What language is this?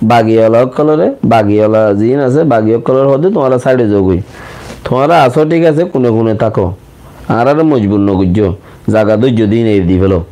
Rohingya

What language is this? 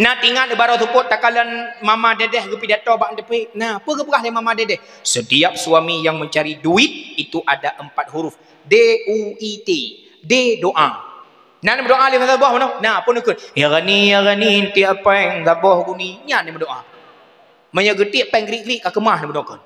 Achinese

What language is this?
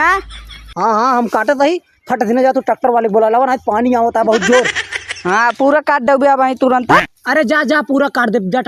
Awadhi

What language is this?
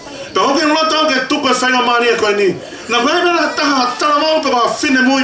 Tongan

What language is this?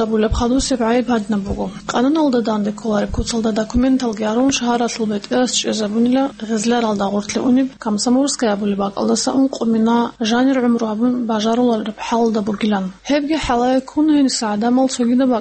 Avaric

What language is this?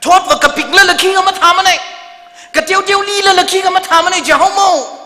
Tangkhul Naga (India)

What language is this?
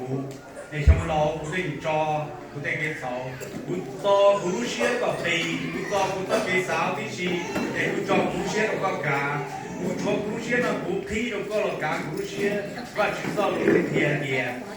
Hmong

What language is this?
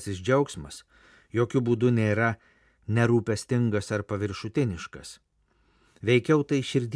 Lithuanian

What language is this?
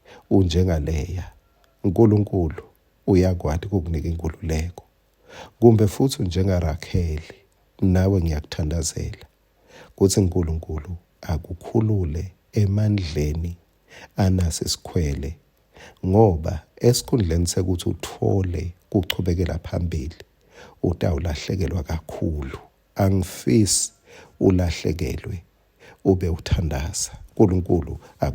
Swati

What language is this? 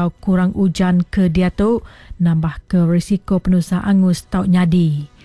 Iban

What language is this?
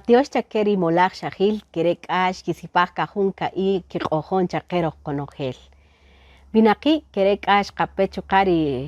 Kaqchikel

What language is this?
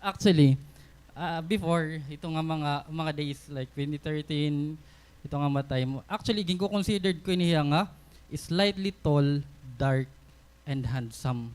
Waray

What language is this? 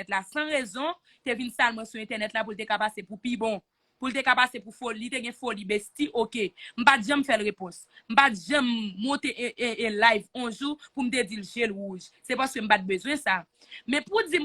Haitian Creole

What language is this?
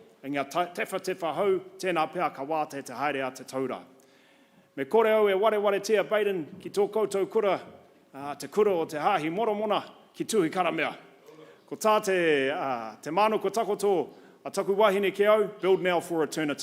Māori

